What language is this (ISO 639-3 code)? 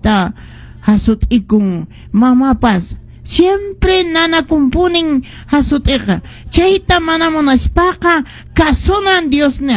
que